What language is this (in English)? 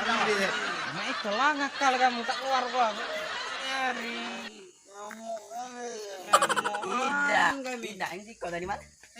Musi